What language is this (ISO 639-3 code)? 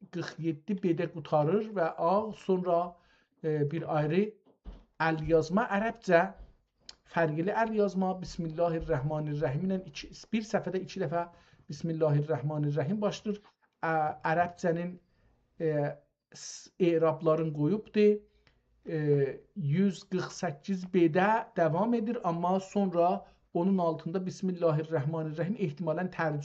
azb